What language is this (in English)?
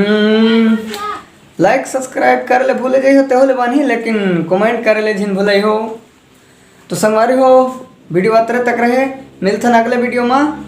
Chhattisgarhi